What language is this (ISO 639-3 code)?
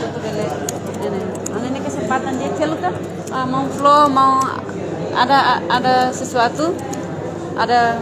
tet